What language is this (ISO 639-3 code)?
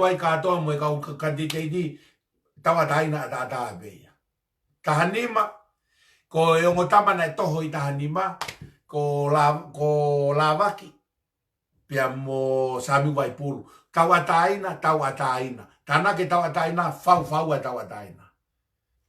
ton